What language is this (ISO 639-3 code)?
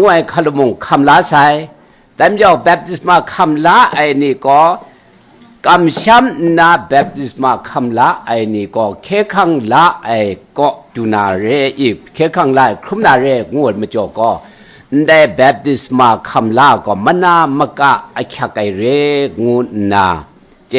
kac